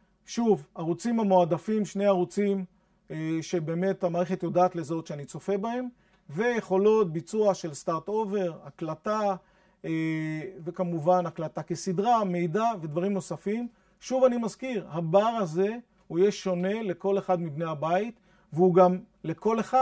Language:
Hebrew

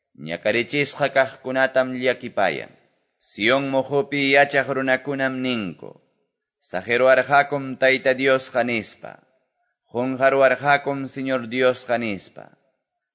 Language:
Quechua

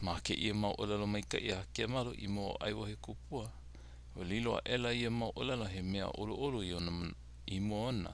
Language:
Hawaiian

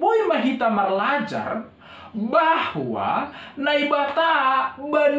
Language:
Batak Simalungun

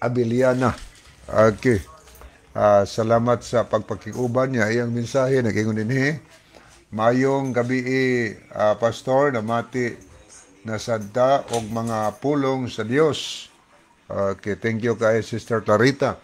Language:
Cebuano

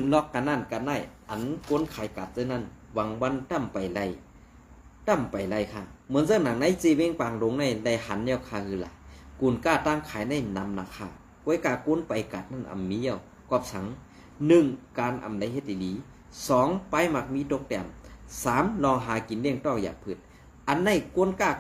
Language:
Shan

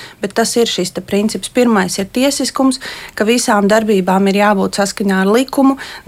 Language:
Latvian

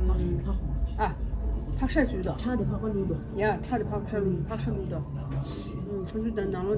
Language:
Tibetan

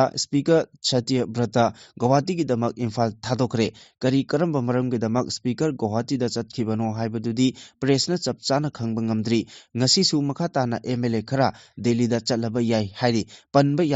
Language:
Manipuri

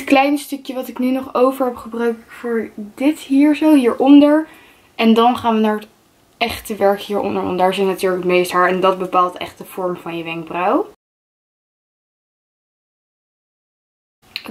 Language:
Dutch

